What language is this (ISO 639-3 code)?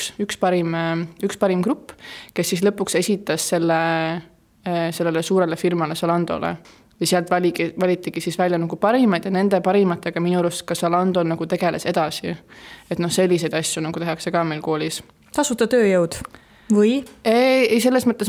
est